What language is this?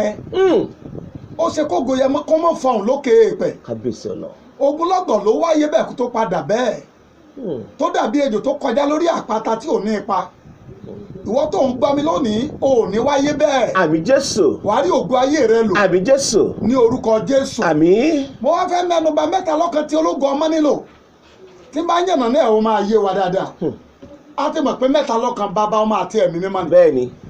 Yoruba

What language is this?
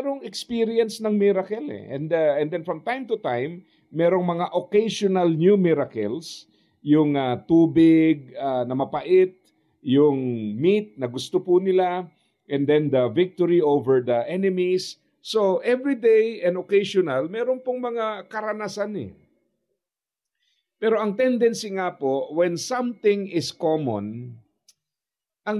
Filipino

